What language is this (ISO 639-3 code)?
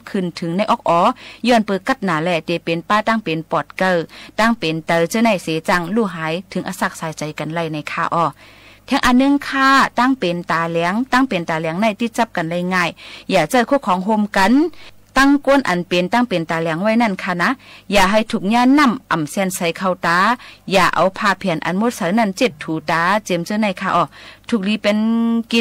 shn